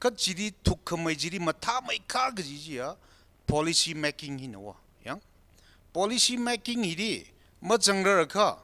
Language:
Tangkhul Naga (India)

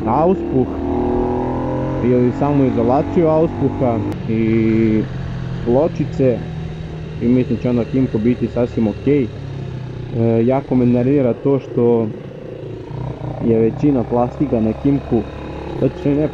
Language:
Serbian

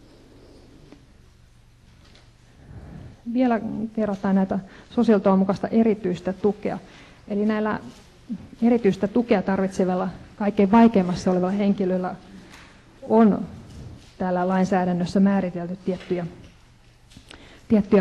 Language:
Finnish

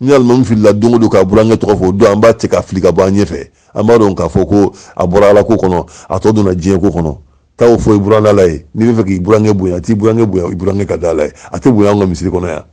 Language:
Bambara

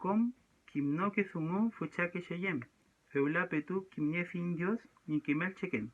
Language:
Mapuche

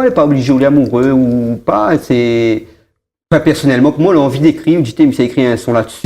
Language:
Réunion Creole French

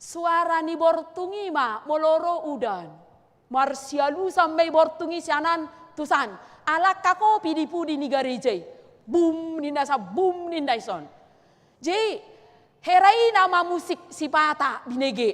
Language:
Batak Toba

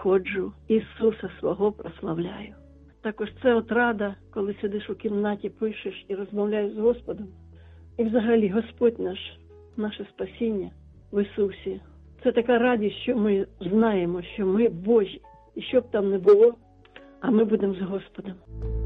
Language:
Ukrainian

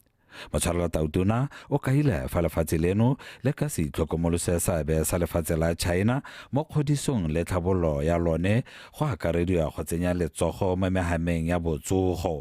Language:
Tswana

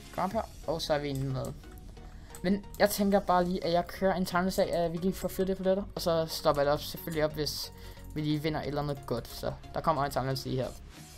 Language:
Danish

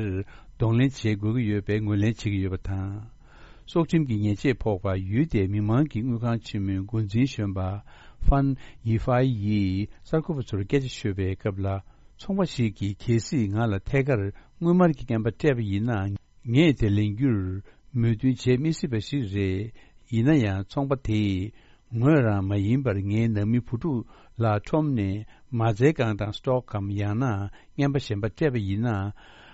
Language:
Tibetan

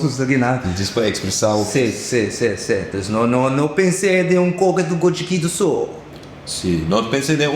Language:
Papiamento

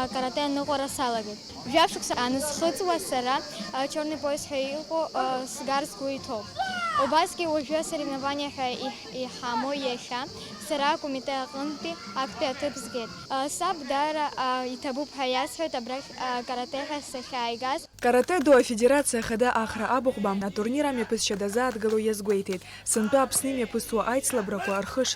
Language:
Abkhazian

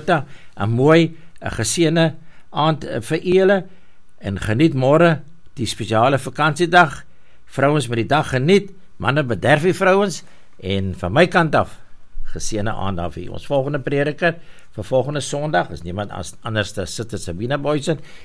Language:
Afrikaans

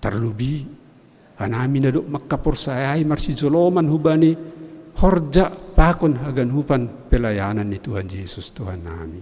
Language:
Batak Simalungun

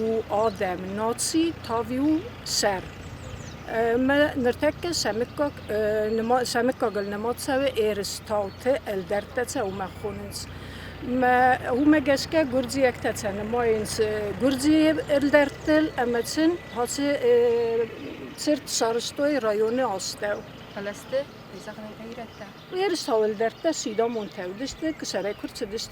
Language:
Ossetic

